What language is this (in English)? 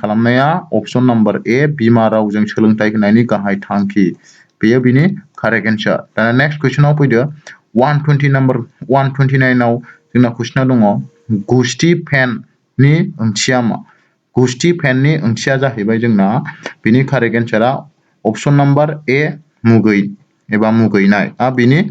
Bodo